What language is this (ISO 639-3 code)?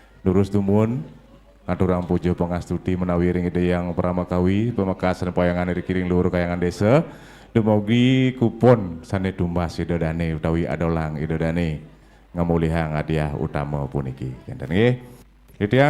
ban